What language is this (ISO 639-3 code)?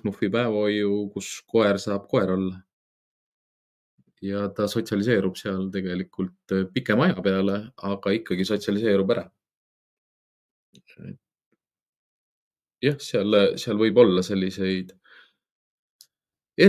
est